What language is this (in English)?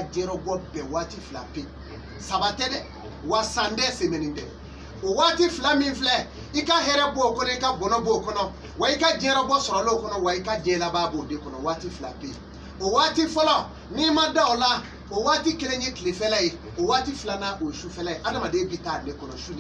Bambara